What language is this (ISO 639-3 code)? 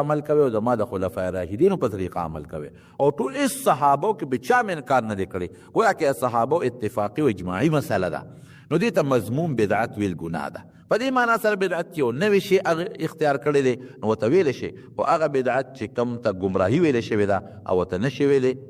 pus